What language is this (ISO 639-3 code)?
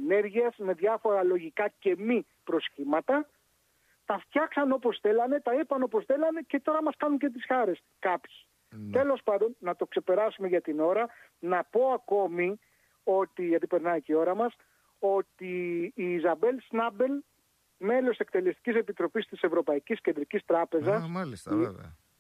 ell